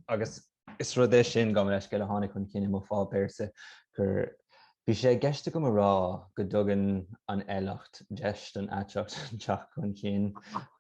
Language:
Irish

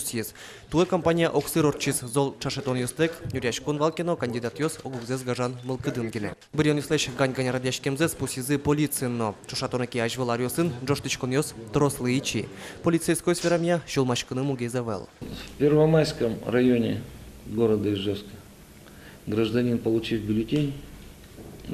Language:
Udmurt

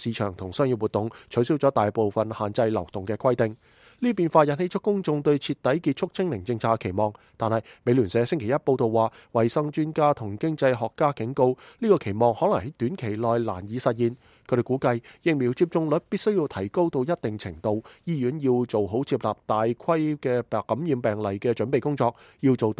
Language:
Cantonese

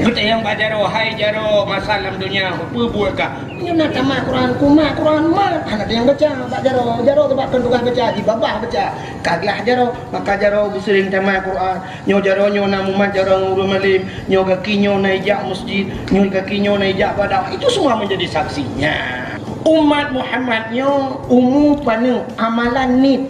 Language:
Achinese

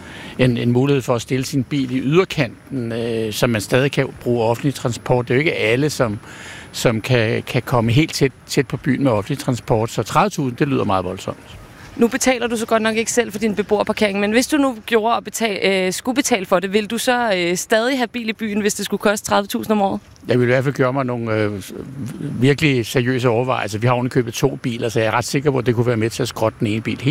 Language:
Danish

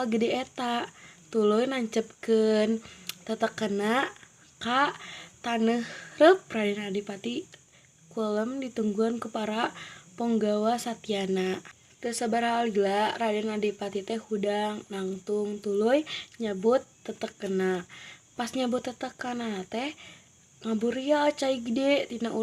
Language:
Sundanese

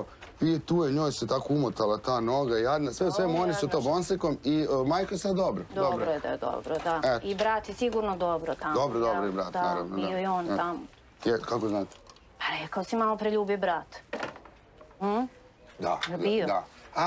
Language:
Serbian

